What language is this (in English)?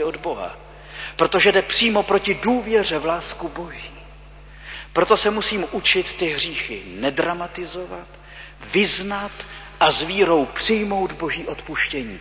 Czech